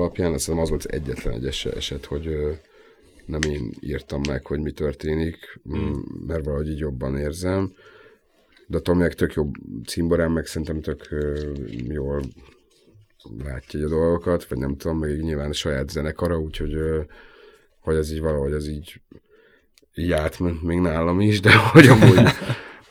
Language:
Hungarian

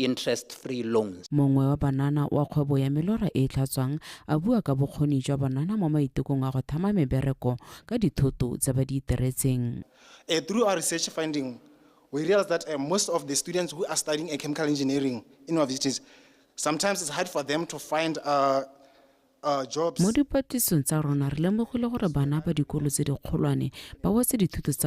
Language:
Tswana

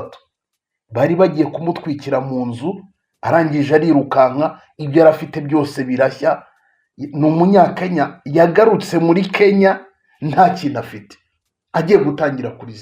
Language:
Kinyarwanda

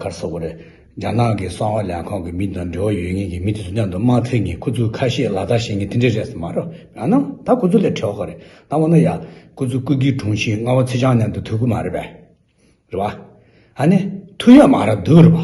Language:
Tibetan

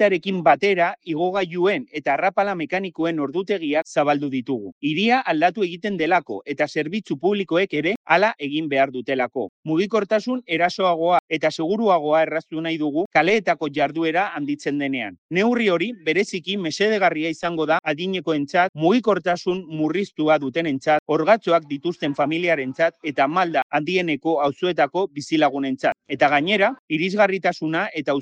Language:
Basque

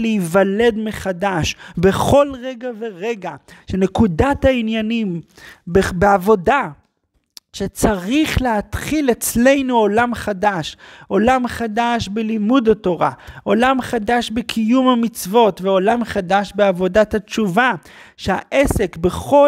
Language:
Hebrew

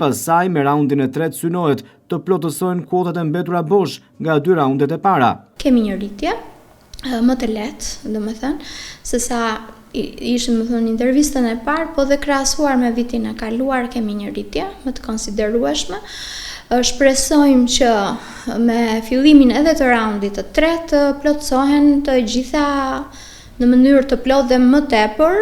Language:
Albanian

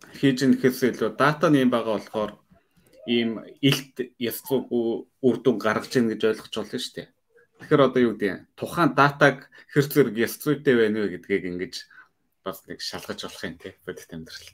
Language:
Mongolian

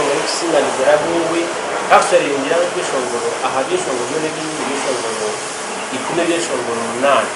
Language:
Nyankole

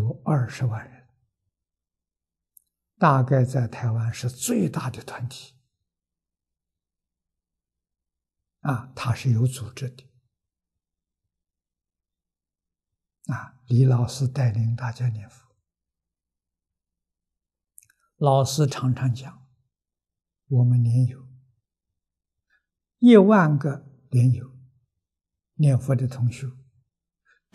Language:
Chinese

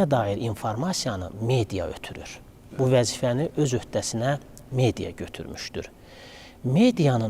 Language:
Azerbaijani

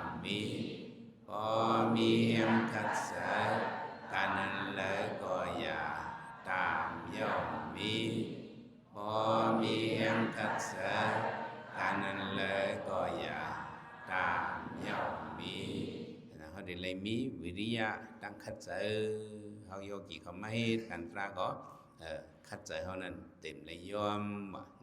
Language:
Shan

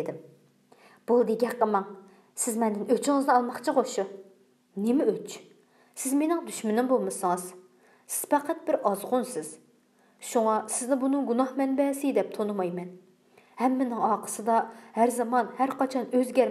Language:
Uyghur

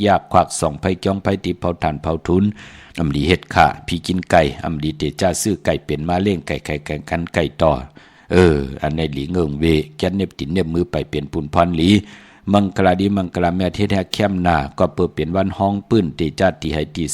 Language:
Shan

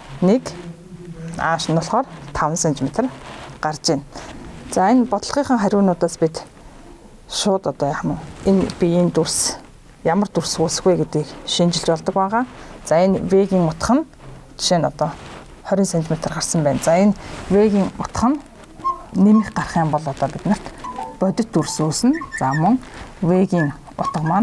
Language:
Mongolian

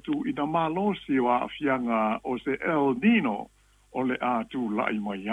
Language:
Samoan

